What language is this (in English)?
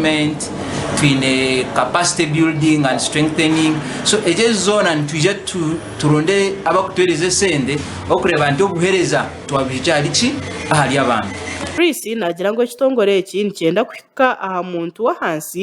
Nyankole